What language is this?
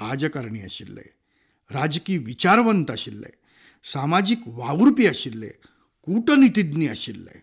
Konkani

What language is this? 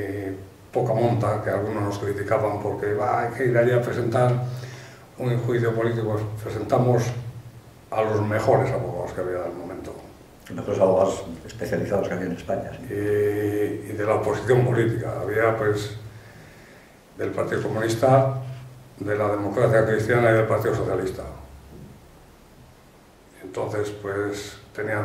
Spanish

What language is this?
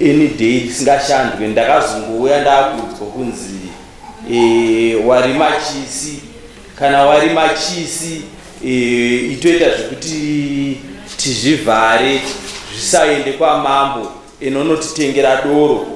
Shona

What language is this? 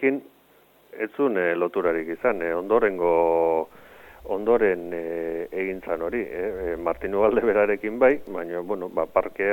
Basque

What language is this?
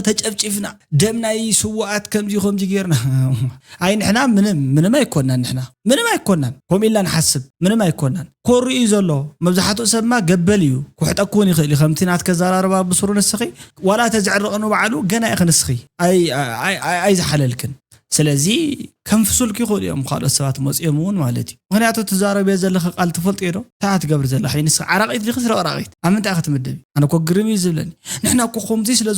Tigrinya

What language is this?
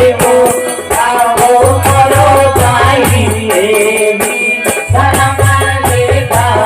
Chhattisgarhi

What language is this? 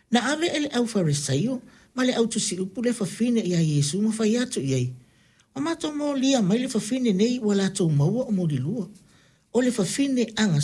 Samoan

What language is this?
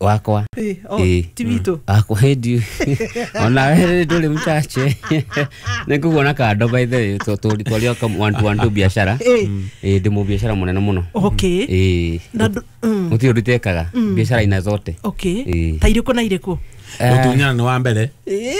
Kikuyu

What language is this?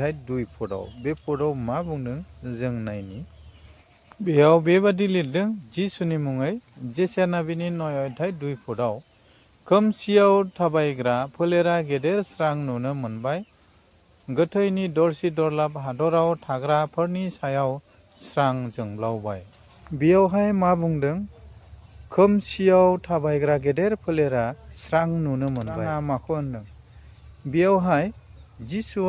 Bodo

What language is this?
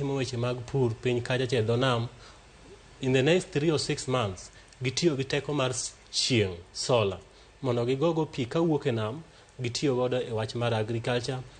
Luo (Kenya and Tanzania)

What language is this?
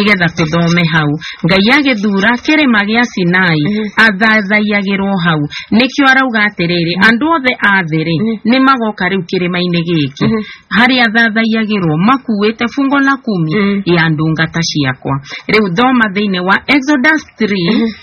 Kikuyu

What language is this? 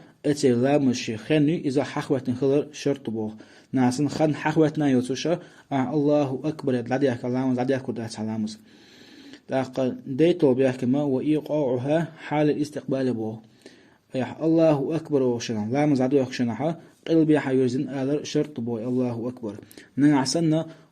Chechen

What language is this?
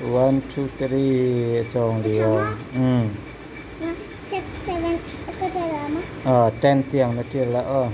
Hakha Chin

